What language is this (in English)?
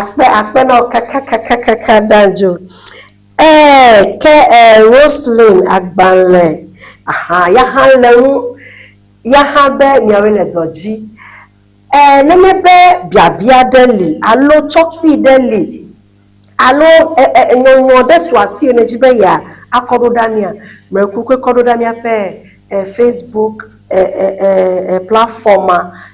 Ewe